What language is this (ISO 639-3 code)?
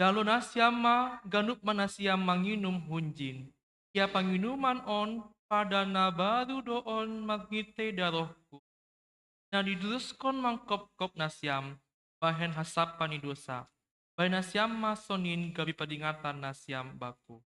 bts